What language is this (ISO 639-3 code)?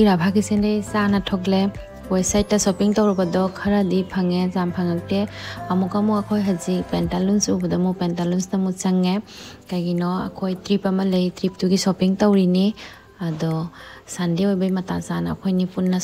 mni